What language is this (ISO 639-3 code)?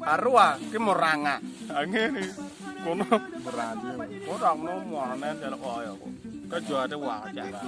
ach